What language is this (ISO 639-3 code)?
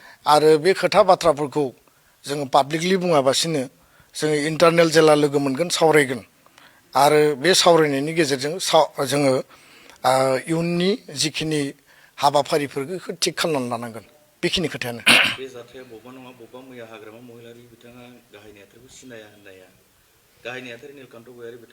brx